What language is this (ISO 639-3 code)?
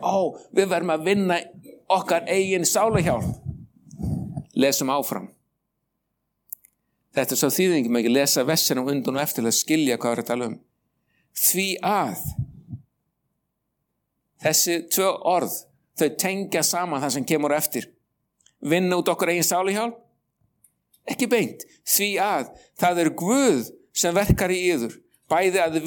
isl